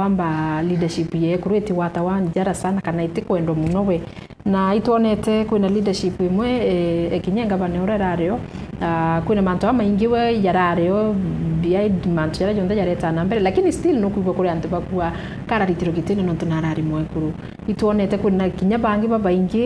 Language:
Meru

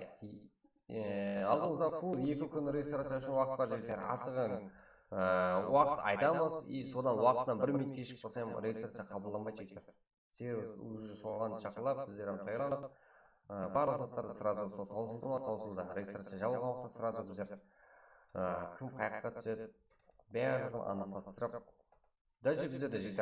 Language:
Kara-Kalpak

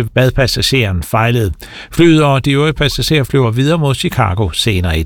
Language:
Danish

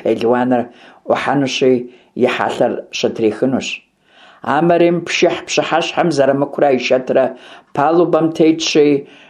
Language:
Kabardian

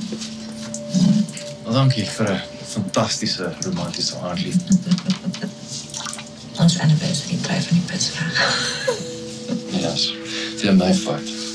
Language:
Afrikaans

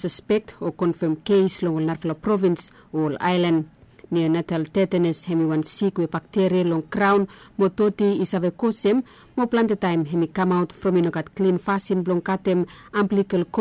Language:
Bislama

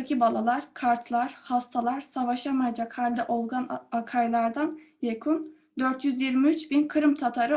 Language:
Crimean Tatar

